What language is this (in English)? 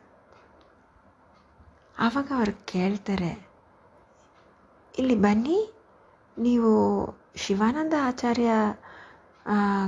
Kannada